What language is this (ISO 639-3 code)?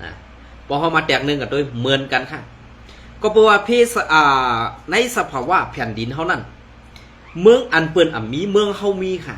shn